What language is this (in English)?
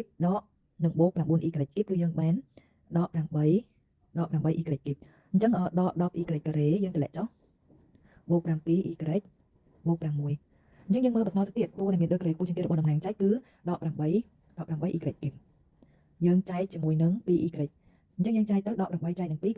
Khmer